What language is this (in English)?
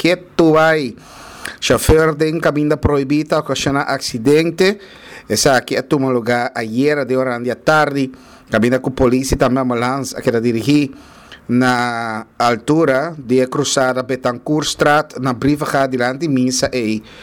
Papiamento